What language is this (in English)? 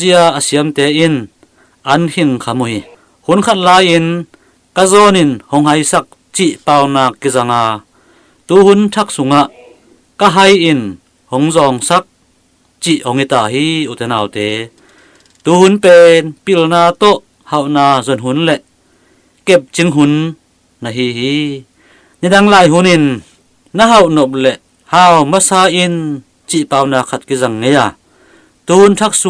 Tedim Chin